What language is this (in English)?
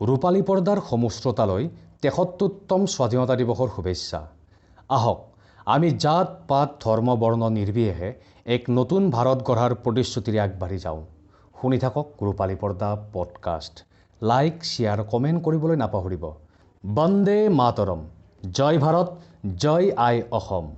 Assamese